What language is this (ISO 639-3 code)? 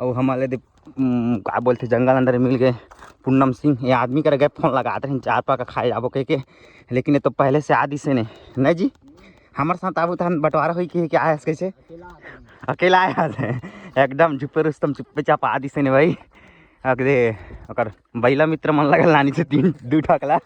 hne